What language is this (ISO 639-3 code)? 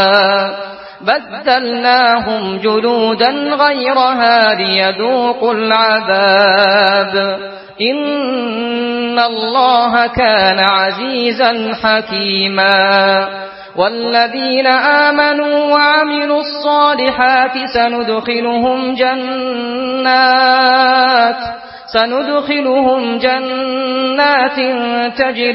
ara